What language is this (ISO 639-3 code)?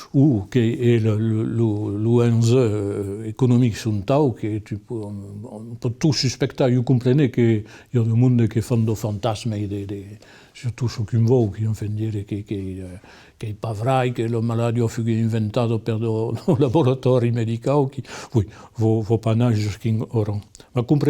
oci